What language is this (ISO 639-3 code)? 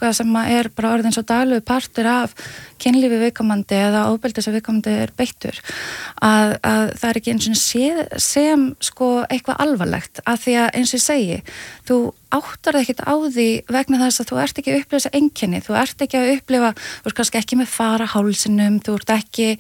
isl